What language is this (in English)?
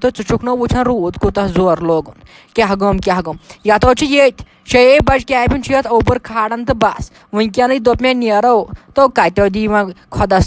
Kashmiri